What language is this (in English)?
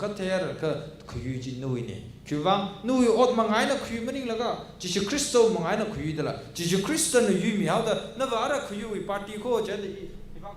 Tangkhul Naga (India)